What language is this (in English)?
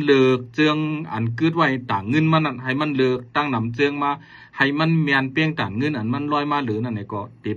Shan